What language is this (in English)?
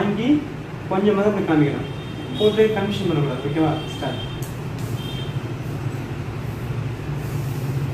Tamil